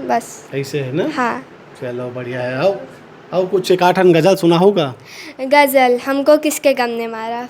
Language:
Chhattisgarhi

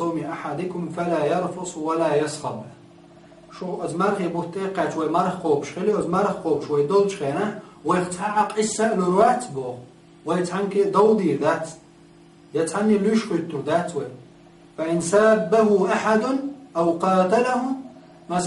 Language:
Chechen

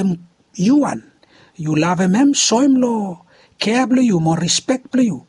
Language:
Bislama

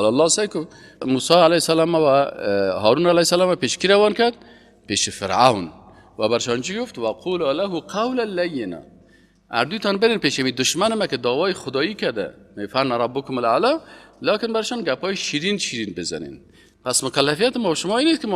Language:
Persian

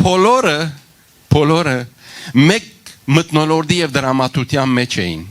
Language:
Western Armenian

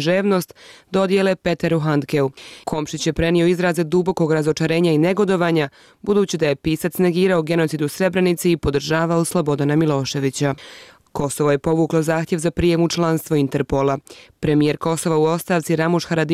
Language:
Bosnian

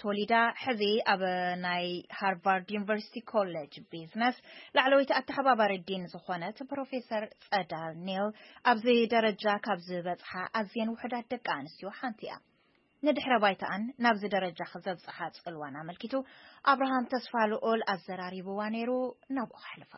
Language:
Tigrinya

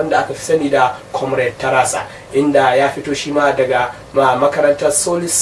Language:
Hausa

